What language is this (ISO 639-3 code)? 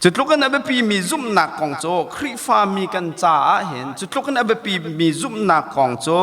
cnh